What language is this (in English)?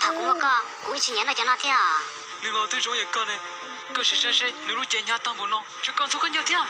Hmong